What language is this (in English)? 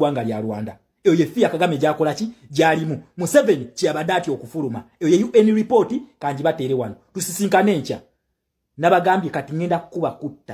Ganda